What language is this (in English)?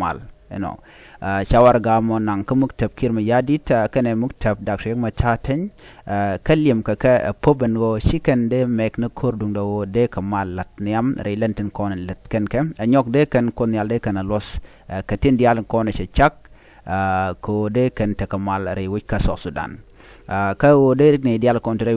Nuer